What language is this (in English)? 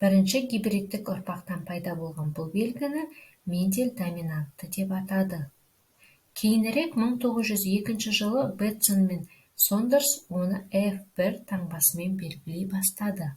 Kazakh